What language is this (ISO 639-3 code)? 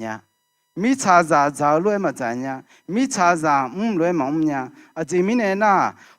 ahk